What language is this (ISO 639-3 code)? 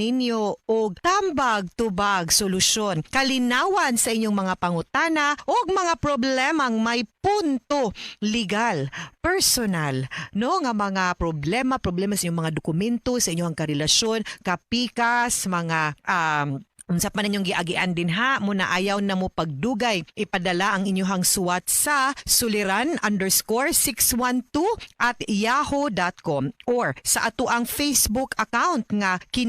ceb